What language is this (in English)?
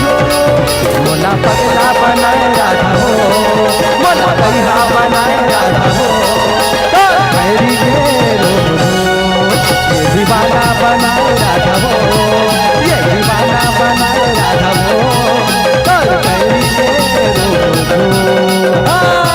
Chhattisgarhi